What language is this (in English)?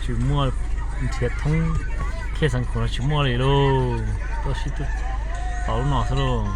Hmong